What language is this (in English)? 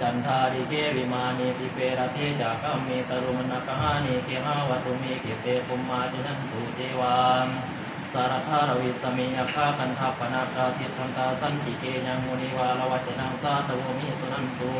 Pali